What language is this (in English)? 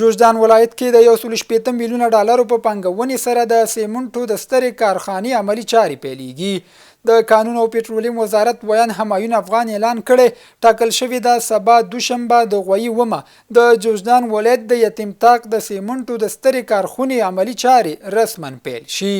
Pashto